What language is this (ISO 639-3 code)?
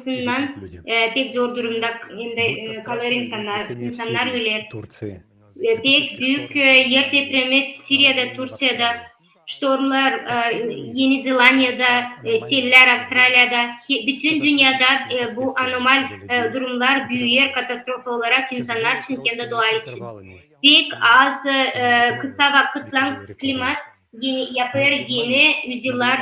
gag